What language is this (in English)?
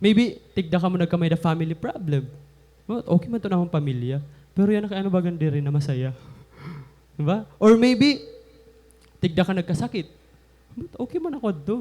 Waray